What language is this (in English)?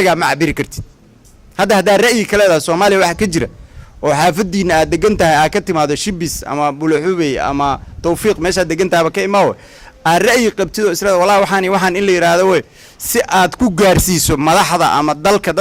Somali